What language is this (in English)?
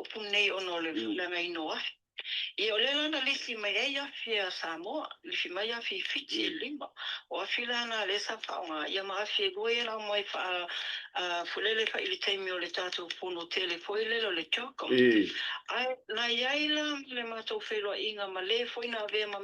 Samoan